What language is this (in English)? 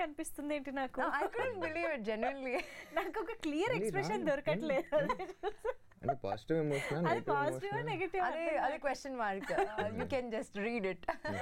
Telugu